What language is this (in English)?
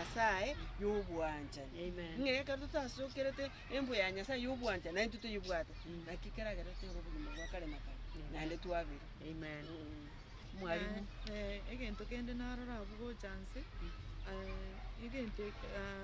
Gusii